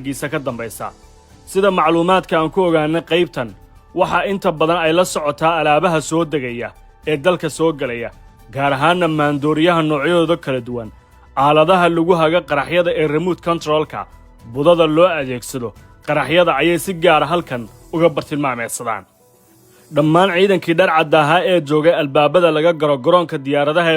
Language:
Somali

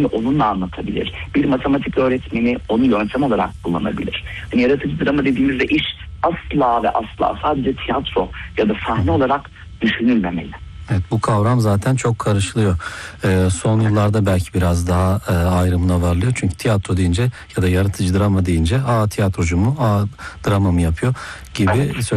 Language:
Turkish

